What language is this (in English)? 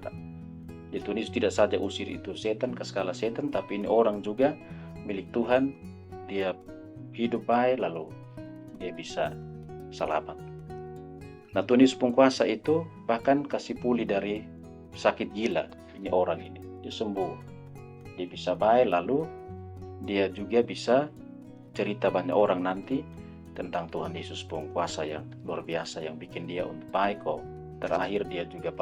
Kupang Malay